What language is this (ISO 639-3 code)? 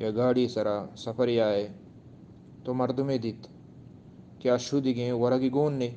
bgp